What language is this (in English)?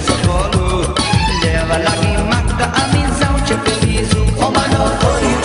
Konkani